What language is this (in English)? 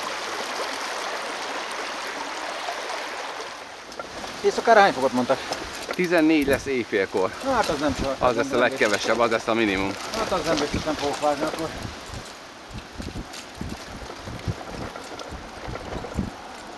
Hungarian